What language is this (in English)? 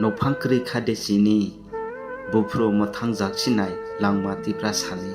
Kok Borok